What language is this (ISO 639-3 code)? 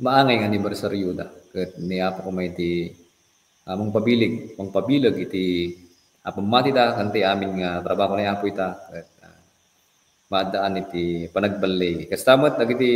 ilo